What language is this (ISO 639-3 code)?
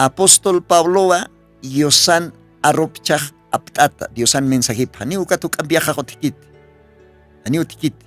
aym